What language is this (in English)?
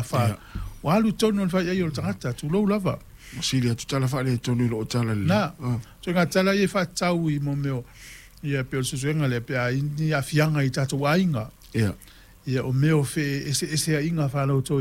Samoan